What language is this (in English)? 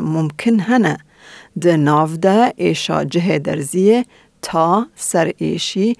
Kurdish